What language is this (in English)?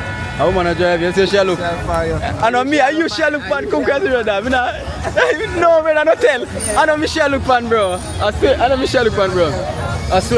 Jamaican Creole English